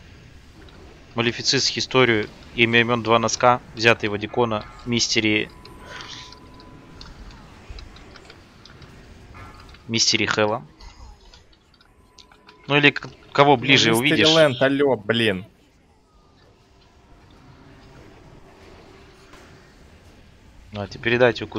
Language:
Russian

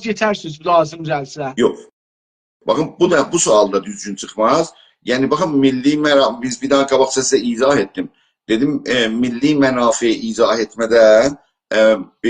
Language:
South Azerbaijani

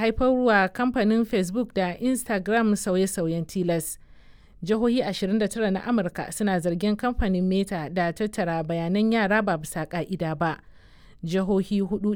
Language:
Hausa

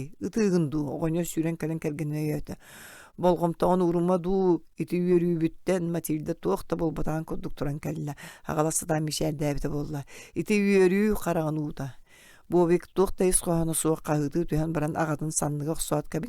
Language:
Yakut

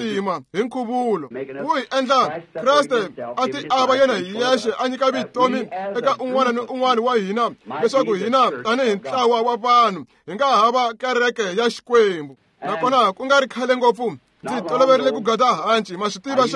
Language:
Tsonga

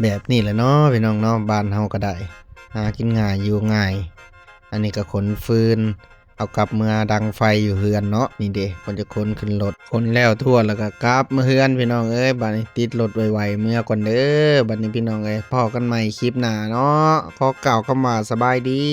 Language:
Lao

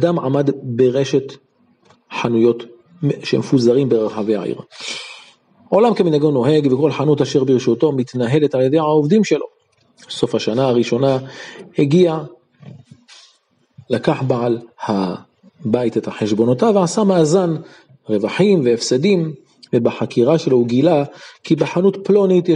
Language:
Hebrew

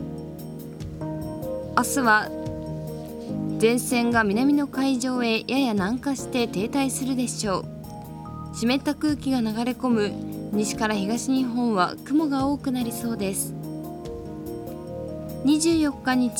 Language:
Japanese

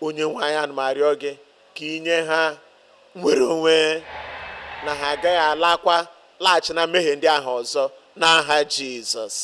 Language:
Igbo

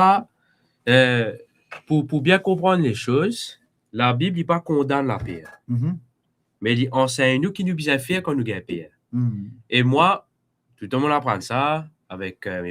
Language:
Morisyen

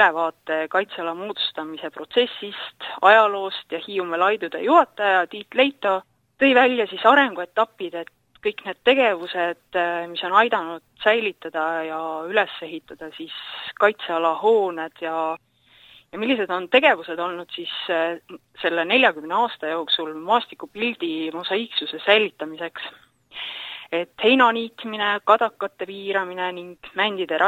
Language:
Estonian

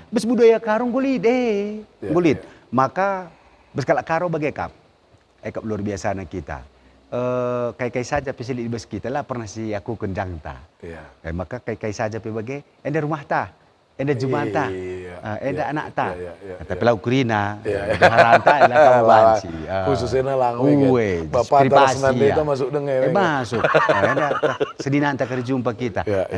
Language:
Batak Karo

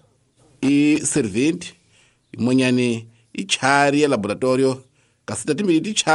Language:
Tsonga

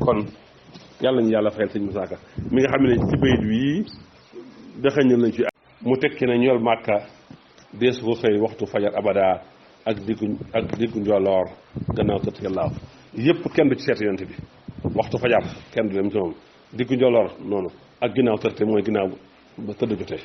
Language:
Wolof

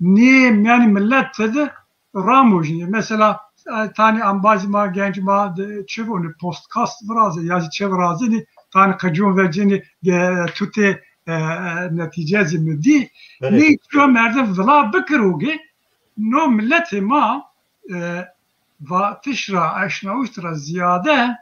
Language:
Zaza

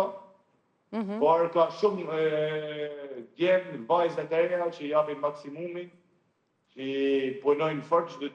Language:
Albanian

